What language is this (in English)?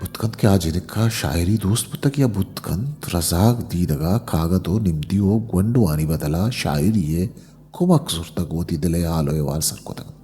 Eastern Balochi